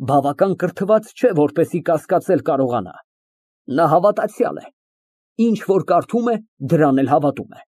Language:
Armenian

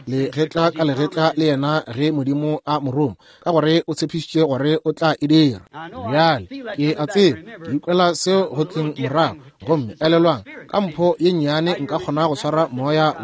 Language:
Northern Sotho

